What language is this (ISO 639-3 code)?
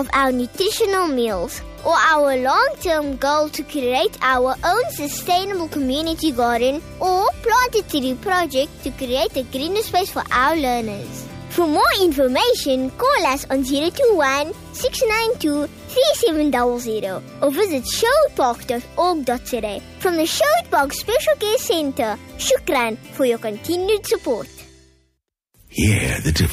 eng